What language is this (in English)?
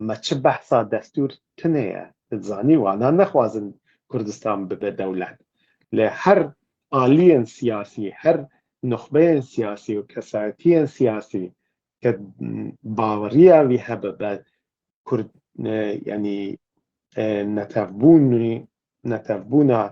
Kurdish